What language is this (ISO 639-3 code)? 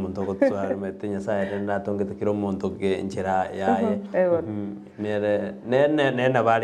guz